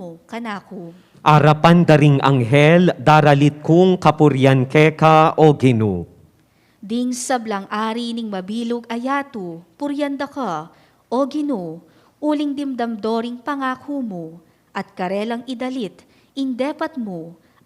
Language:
Pampanga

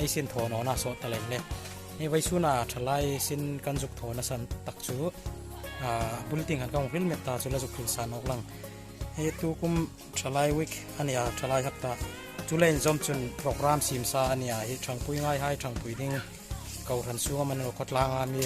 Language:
Hmar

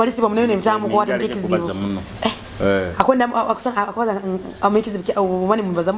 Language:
Nyoro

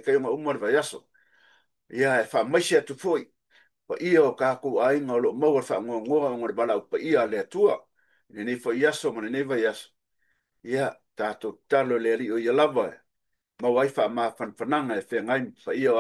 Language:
Samoan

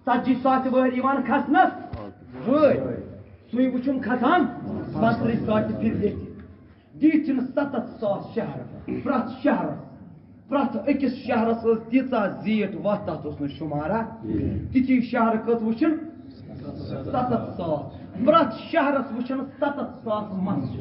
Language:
Kashmiri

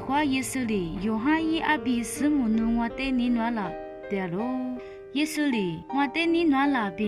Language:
Lisu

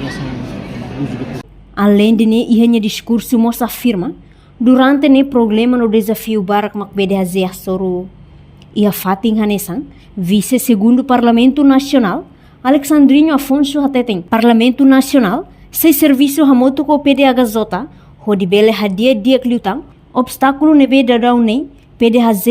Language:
Tetum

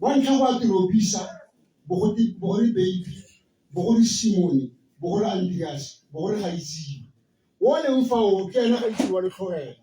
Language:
Tswana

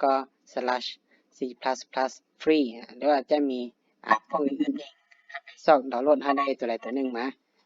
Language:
Lao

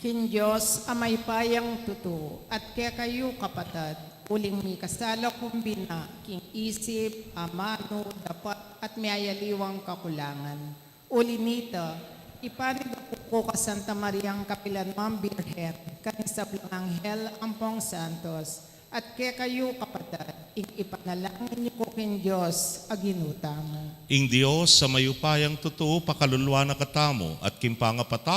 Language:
Pampanga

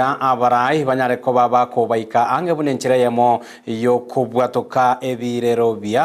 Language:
Gusii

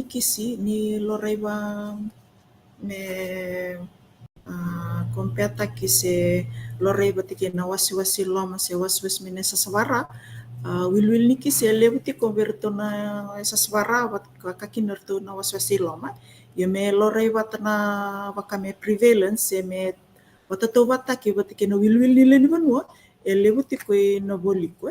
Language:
Fijian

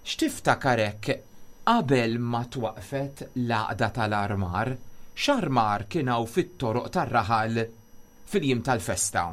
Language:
Maltese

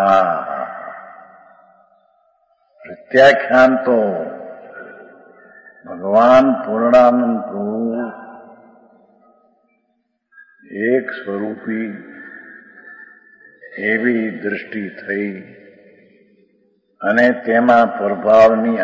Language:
Gujarati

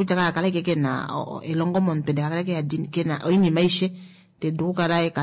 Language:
Kuanyama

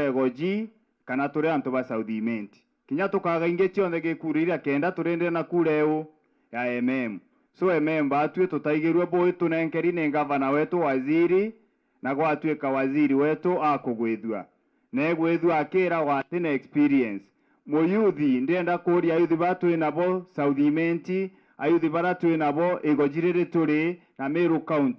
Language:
Meru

